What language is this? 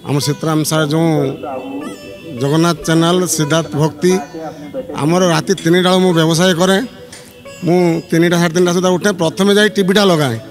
Odia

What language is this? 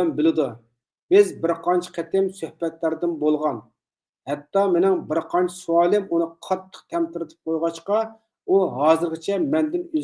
Uyghur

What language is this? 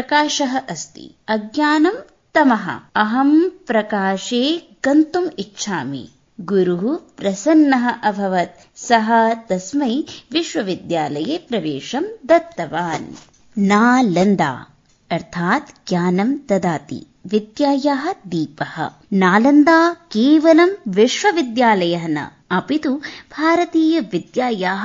Sanskrit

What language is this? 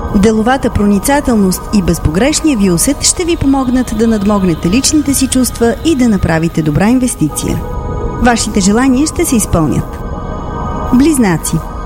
Bulgarian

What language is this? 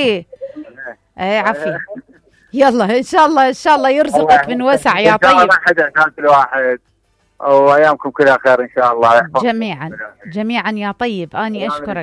Mesopotamian Arabic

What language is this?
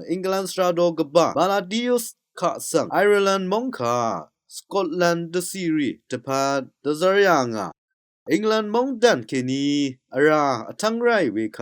Rawang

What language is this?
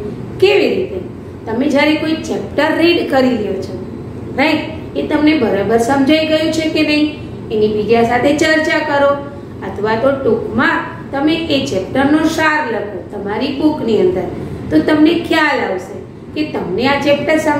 Gujarati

